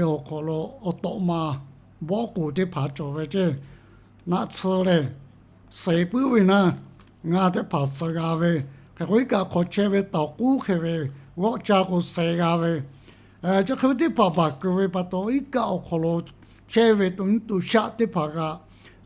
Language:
Lahu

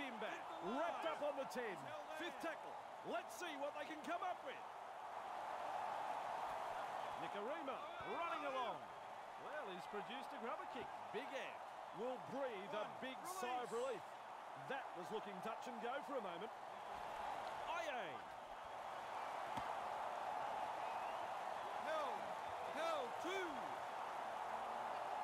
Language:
English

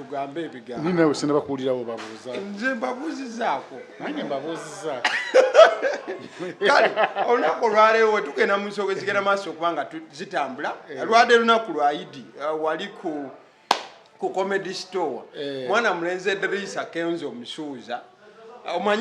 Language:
Ganda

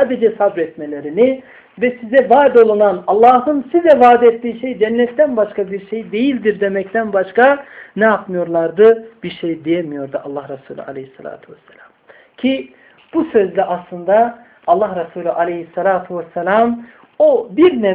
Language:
Turkish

